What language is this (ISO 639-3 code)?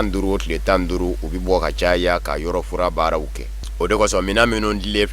bam